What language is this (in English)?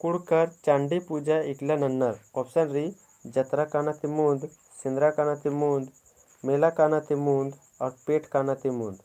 Kurukh